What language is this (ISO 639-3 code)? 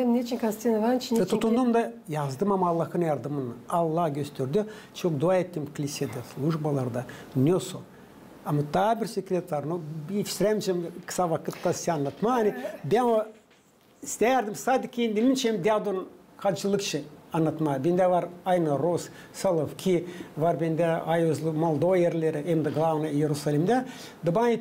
gag